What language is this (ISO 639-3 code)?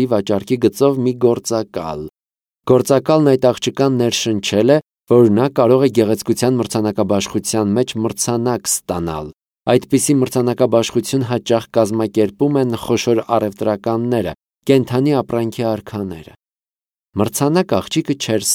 hye